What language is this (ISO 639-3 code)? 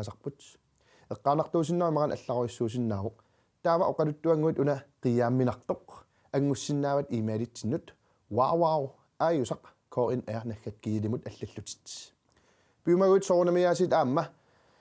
kal